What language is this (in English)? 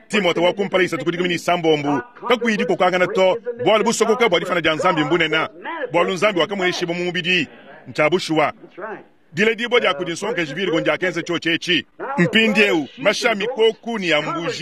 Luba-Lulua